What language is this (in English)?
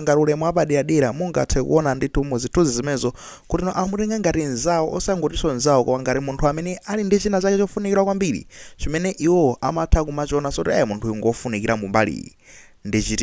Nyanja